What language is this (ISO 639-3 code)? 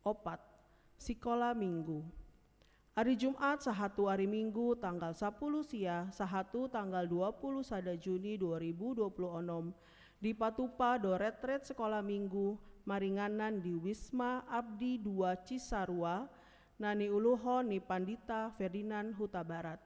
bbc